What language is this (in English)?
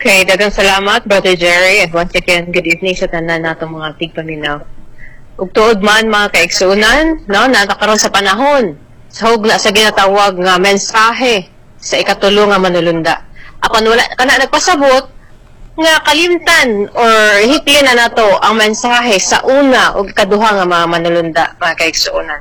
Cebuano